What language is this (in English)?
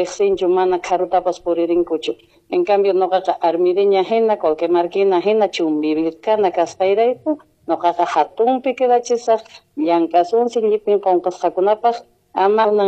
Quechua